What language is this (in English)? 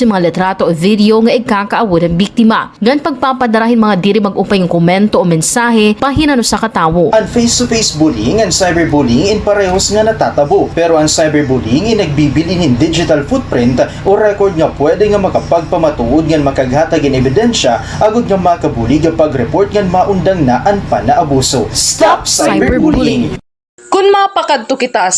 Waray